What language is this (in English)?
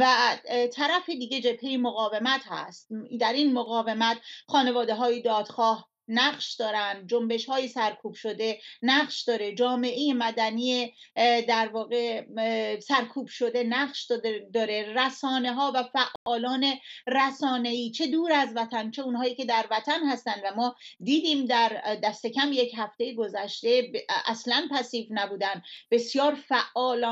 Persian